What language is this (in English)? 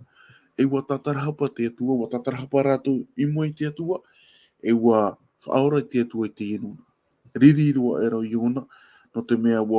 Tahitian